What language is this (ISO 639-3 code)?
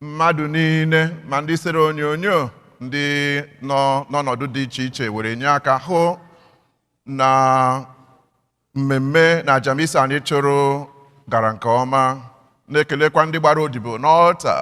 ibo